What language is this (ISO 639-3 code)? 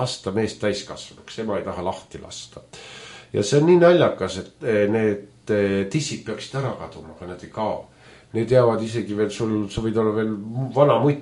est